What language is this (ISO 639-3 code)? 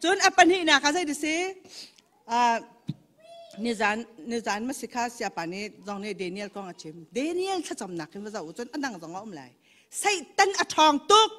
cnh